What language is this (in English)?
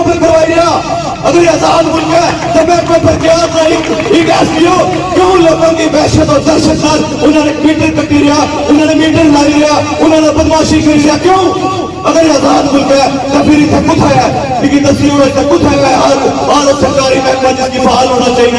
Pahari-Potwari